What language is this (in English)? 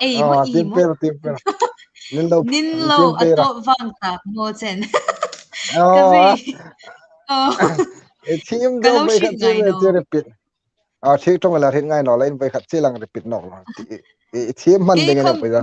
Hmar